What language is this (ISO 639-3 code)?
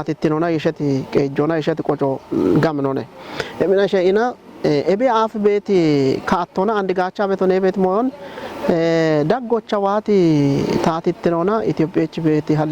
kbr